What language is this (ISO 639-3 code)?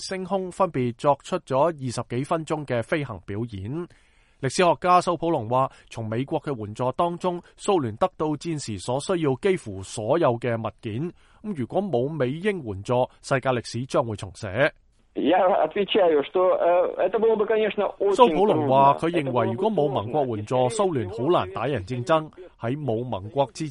yue